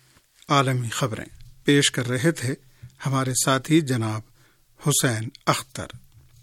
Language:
Urdu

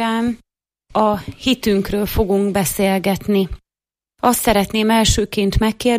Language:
Hungarian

